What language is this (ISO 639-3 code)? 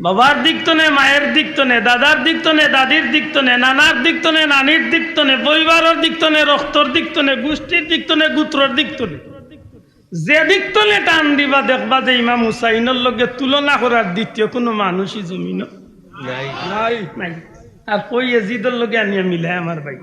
syl